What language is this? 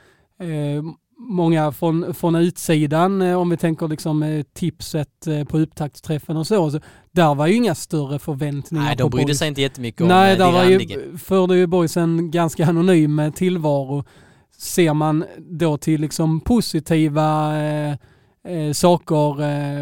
Swedish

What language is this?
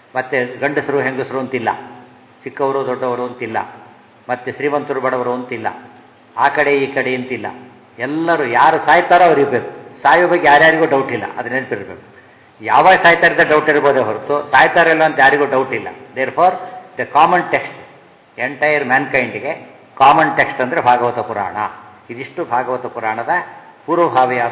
Kannada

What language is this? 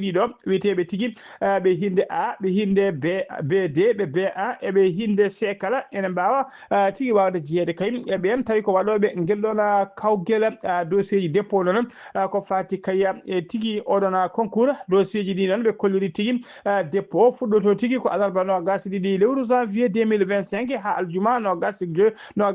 Fula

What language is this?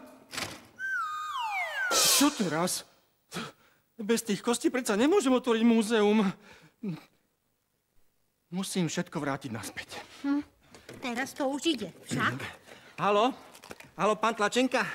Slovak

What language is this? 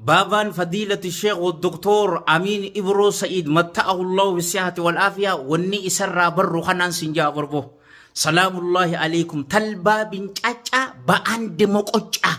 Oromo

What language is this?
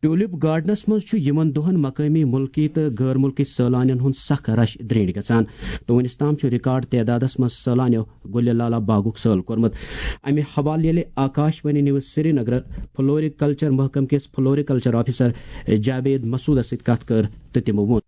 Kashmiri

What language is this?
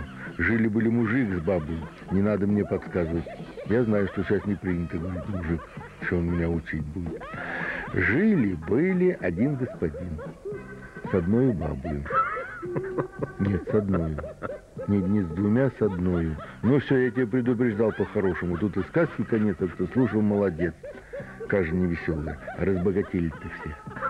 Russian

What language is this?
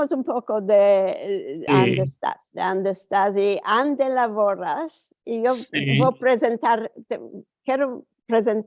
Ladino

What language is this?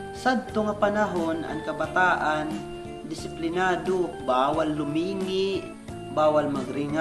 Waray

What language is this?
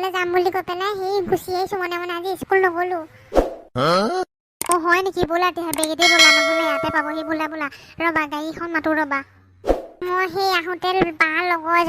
Assamese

